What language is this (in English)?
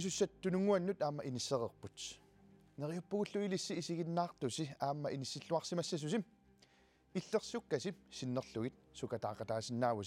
Kalaallisut